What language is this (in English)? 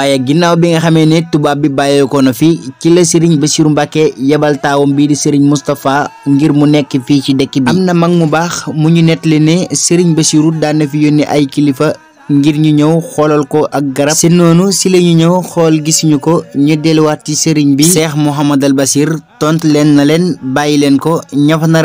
Wolof